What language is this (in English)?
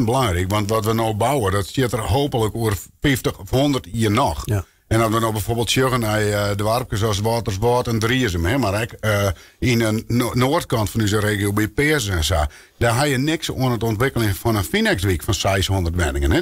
Western Frisian